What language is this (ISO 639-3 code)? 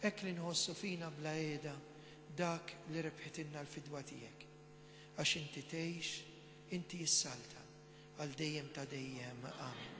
mlt